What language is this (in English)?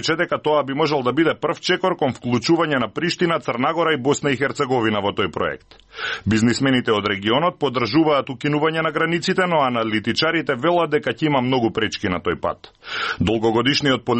Macedonian